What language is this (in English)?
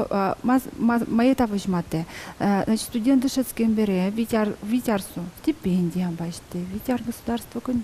Udmurt